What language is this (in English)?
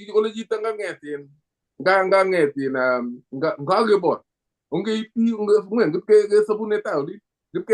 Kalenjin